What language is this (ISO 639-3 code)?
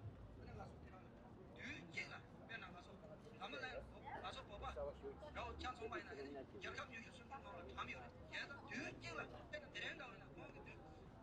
bod